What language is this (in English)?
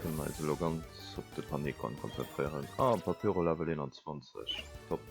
Luxembourgish